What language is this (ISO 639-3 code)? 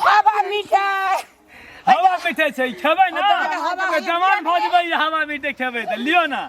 mai